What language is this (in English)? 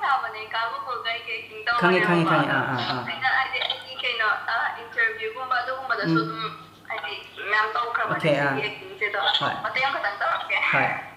Manipuri